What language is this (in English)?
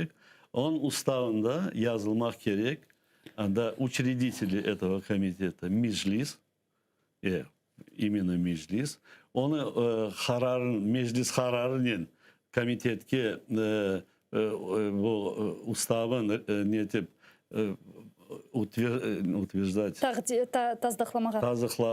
Crimean Tatar